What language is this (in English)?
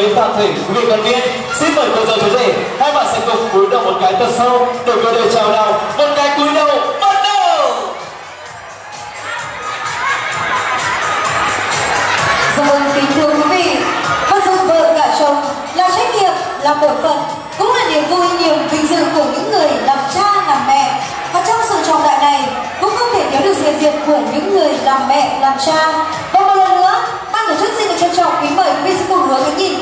Vietnamese